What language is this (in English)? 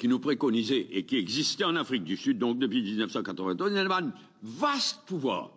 Morisyen